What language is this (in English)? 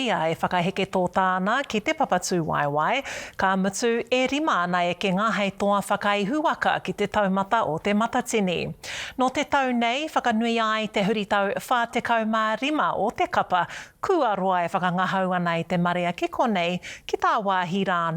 Māori